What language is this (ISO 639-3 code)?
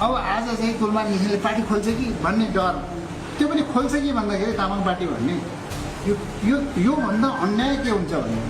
nep